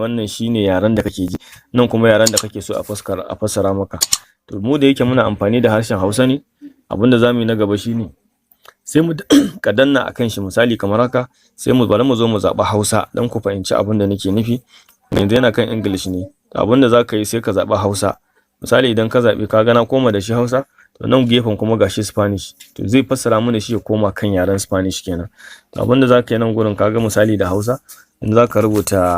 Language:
Hausa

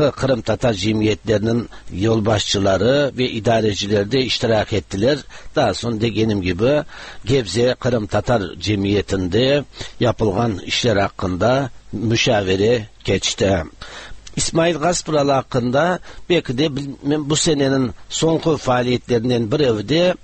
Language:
Tatar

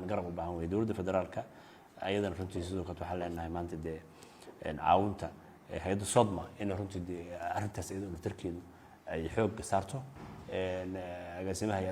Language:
Somali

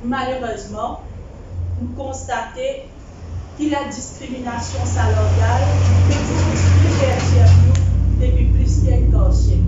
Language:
Morisyen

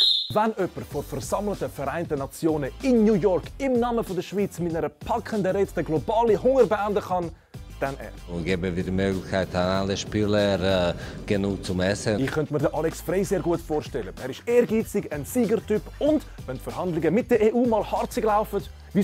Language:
Swiss German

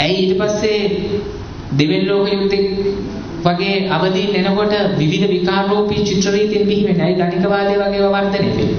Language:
Sinhala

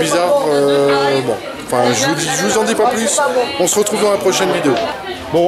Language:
French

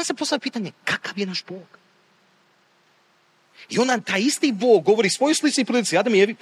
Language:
Croatian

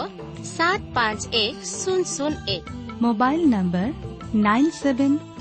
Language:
Odia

